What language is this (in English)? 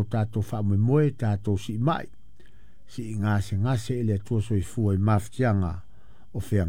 Samoan